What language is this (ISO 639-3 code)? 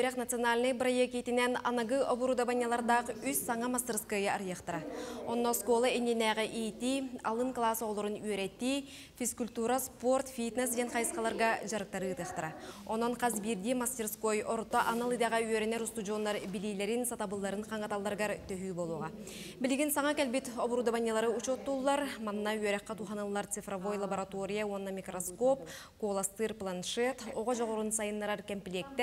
sah